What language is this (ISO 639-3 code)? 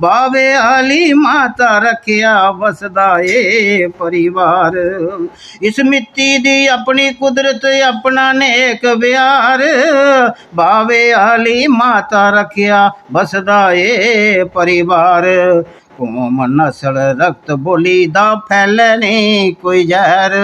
doi